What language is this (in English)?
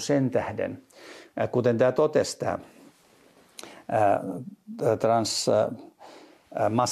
Finnish